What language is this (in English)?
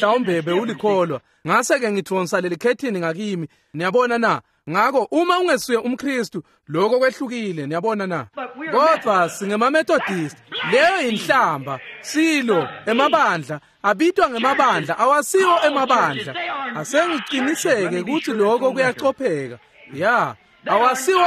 Swati